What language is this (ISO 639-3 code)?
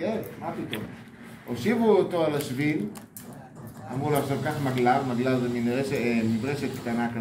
heb